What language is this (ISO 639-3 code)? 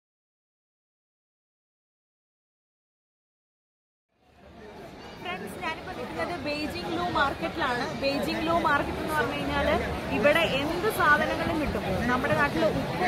mal